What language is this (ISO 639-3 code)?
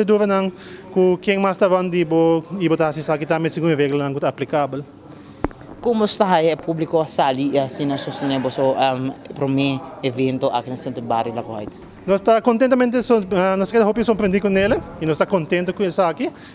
pap